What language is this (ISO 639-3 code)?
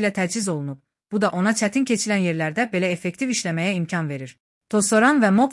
aze